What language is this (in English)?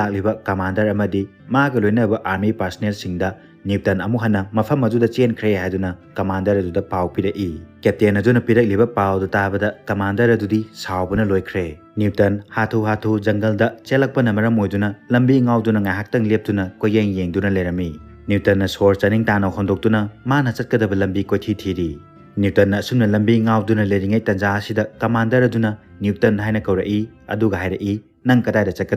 Manipuri